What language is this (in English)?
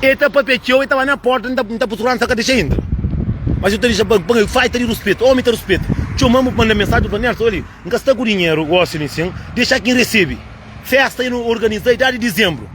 Kabuverdianu